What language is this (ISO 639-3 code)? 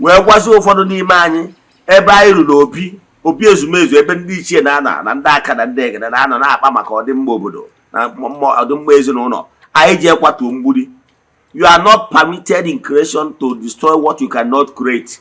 ibo